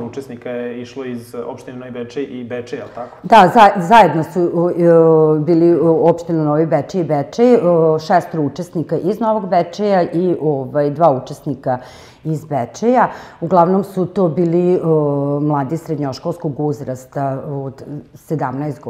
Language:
Serbian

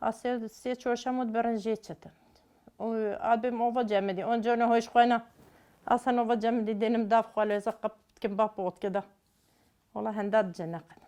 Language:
Kurdish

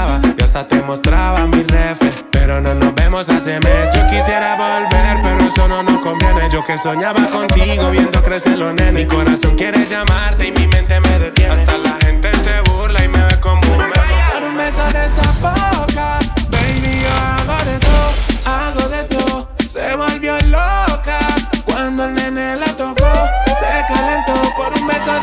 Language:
Spanish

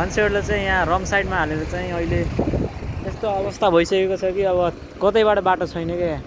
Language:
Nepali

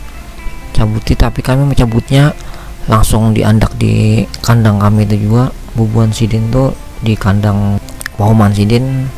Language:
Banjar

